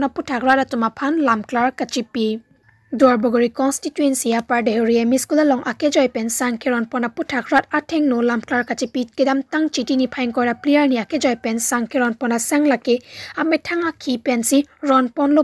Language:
Karbi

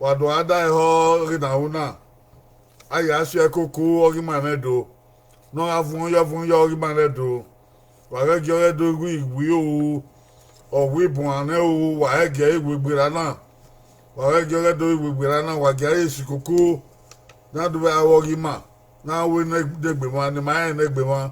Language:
Bini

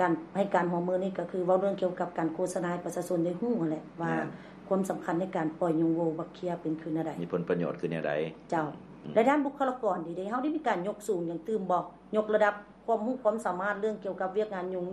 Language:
Lao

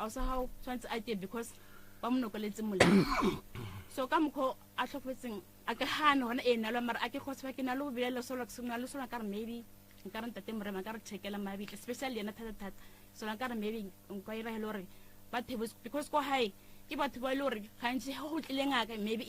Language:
Northern Sotho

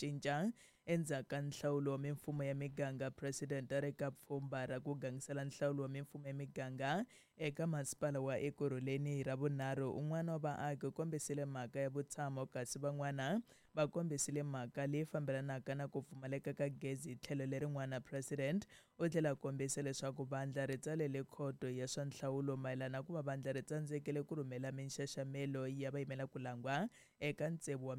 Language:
Tsonga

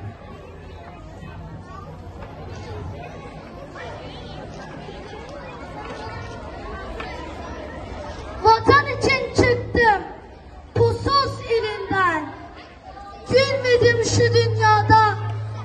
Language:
Turkish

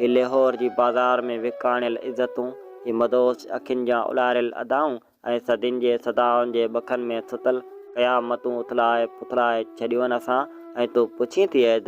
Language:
Sindhi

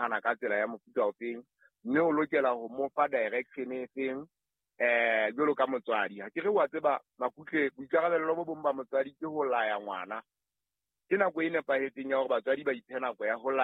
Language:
Southern Sotho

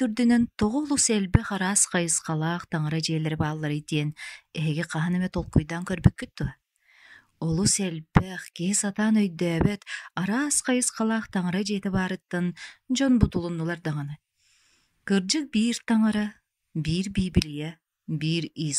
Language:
Yakut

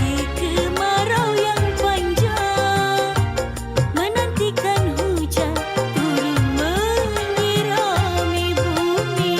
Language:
Betawi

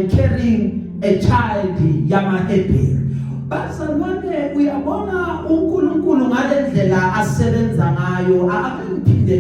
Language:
Zulu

